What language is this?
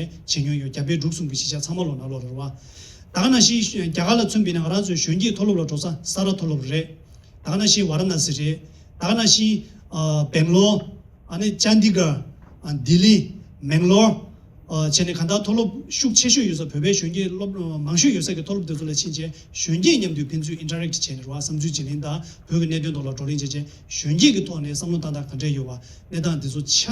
Tibetan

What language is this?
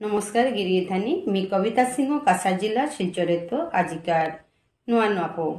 Bishnupriya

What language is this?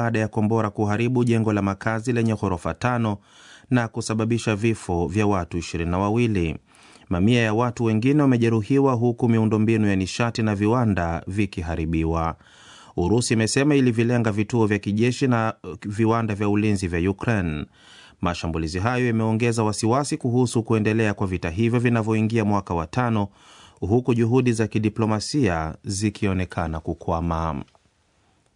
Swahili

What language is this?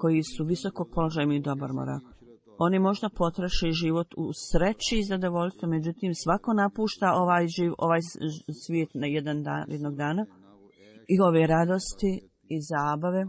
Bosnian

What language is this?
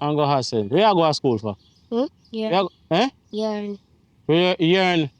Jamaican Creole English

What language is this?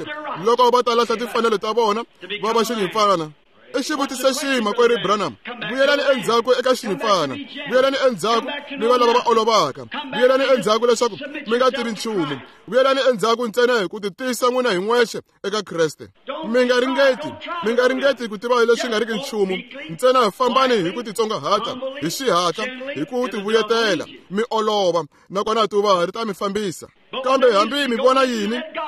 Tsonga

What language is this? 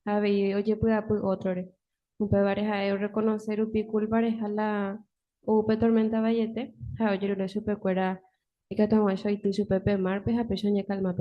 Guarani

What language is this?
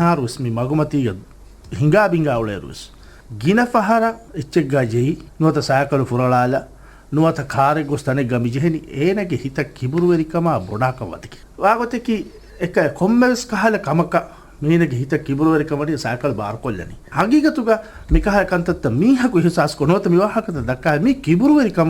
Divehi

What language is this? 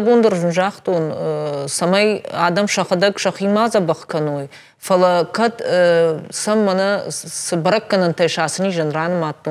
Ossetic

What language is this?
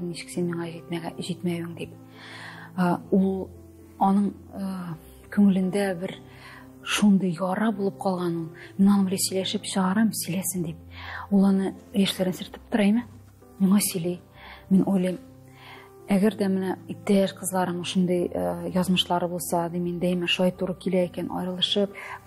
Tatar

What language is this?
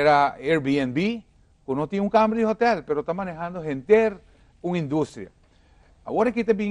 Papiamento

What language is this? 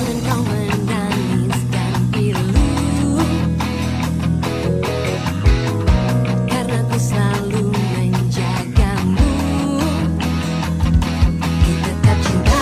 Indonesian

